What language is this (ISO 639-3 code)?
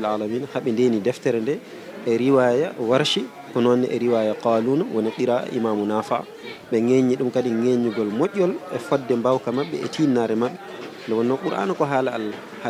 ful